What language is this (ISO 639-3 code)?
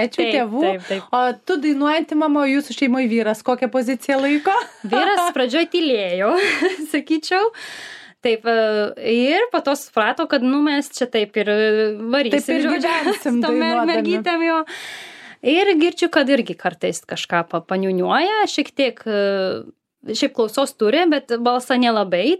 lit